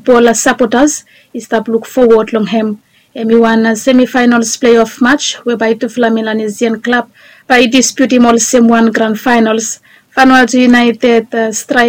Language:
Bislama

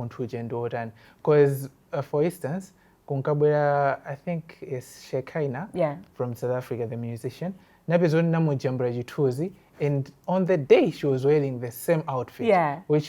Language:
Nyanja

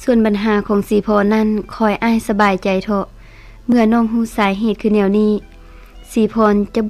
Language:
Lao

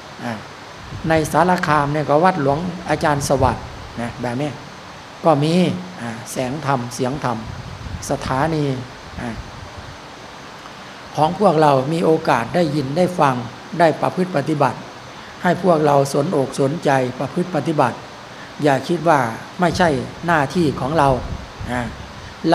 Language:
Thai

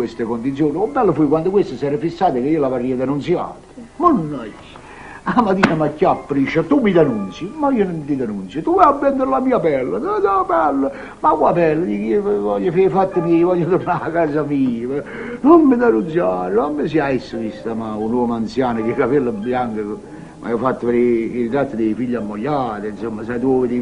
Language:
Neapolitan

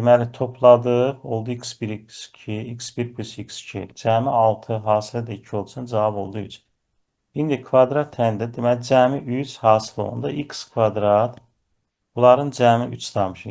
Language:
Azerbaijani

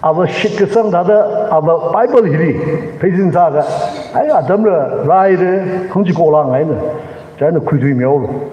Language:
Tangkhul Naga (India)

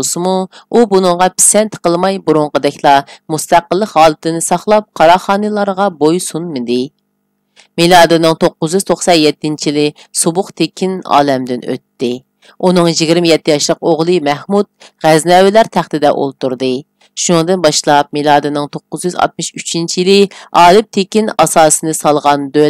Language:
Uyghur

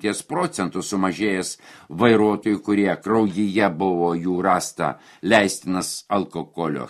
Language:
Lithuanian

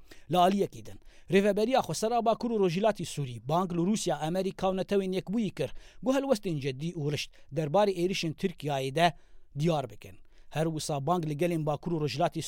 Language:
Kurdish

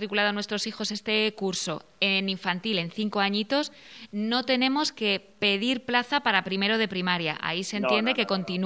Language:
Spanish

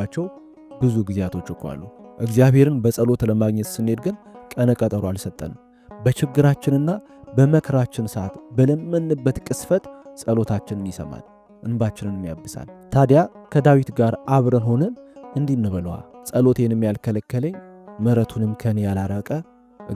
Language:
Amharic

